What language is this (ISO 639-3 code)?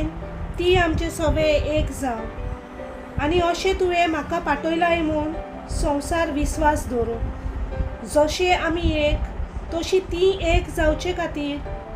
kok